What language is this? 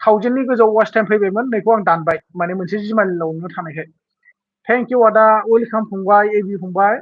Bodo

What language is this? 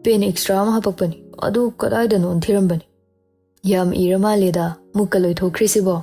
Manipuri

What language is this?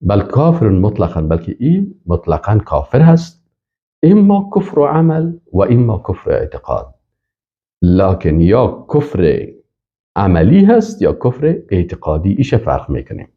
Persian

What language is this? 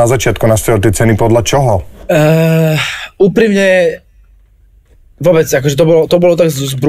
Slovak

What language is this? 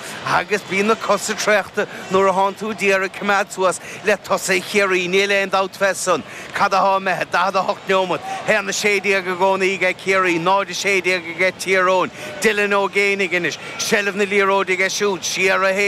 Irish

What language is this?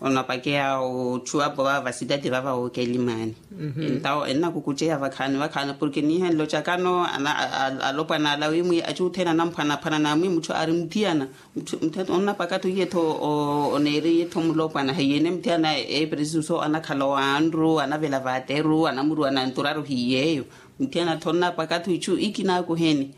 Makhuwa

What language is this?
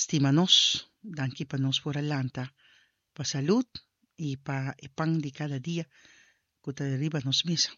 Papiamento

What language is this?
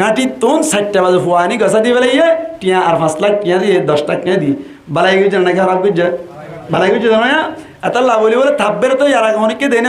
Rohingya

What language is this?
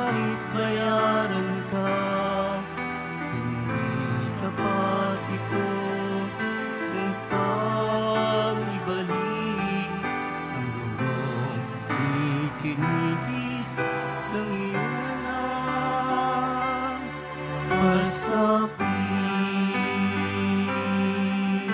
Filipino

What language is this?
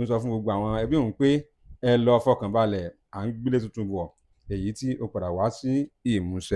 Yoruba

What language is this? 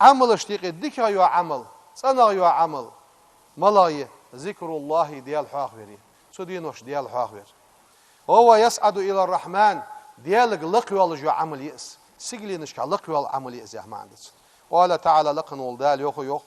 Ingush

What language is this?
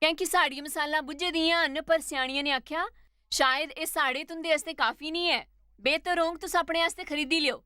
Dogri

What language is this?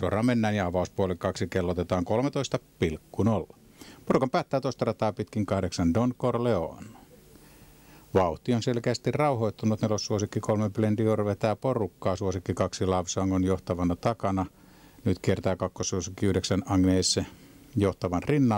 Finnish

